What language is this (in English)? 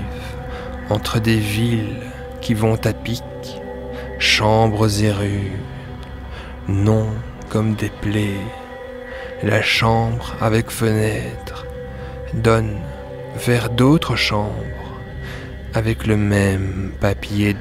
French